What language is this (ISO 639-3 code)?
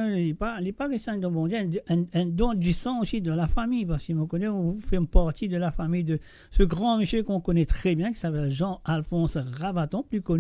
mfe